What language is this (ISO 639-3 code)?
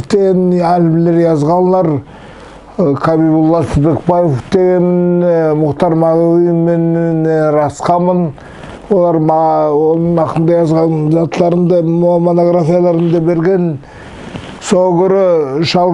nog